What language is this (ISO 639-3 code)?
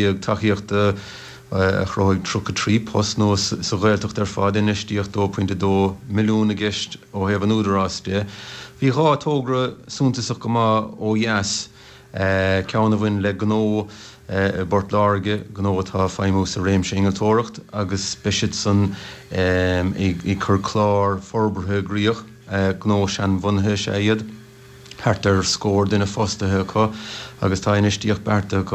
gle